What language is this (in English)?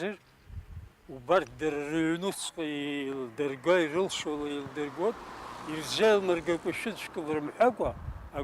Abkhazian